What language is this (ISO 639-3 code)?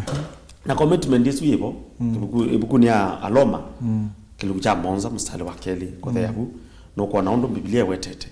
kam